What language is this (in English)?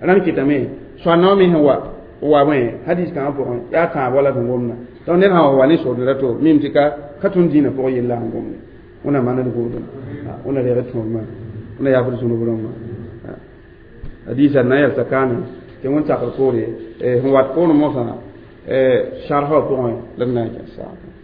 Mossi